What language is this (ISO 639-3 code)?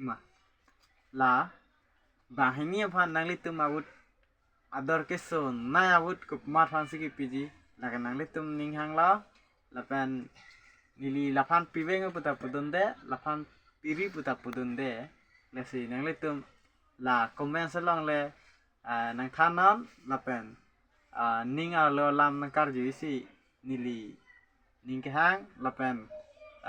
mjw